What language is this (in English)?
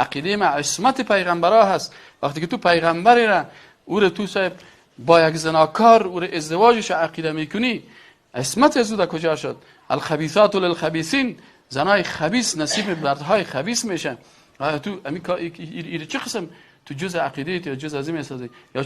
Persian